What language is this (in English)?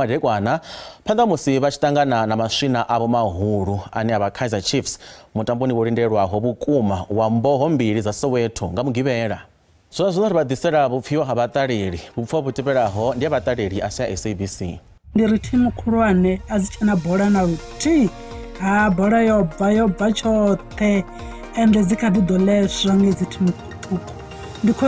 Venda